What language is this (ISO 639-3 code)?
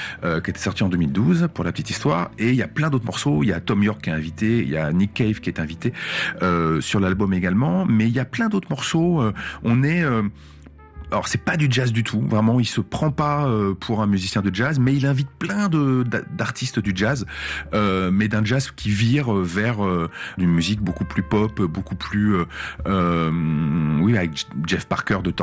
fra